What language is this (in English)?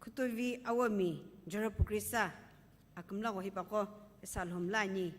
Sumi Naga